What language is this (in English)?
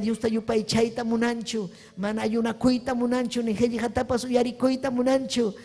Ayacucho Quechua